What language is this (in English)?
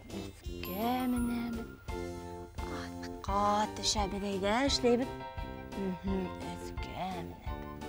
Bashkir